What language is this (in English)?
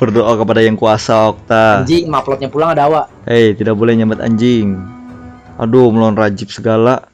Banjar